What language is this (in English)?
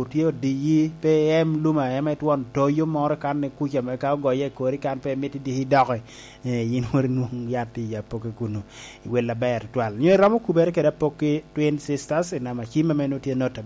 Lango (Uganda)